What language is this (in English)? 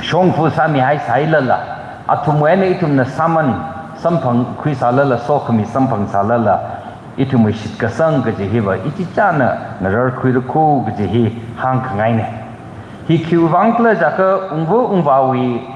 Tangkhul Naga (India)